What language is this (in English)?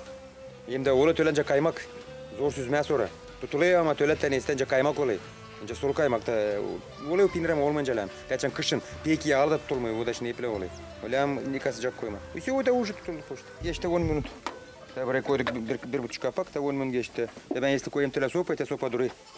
Gagauz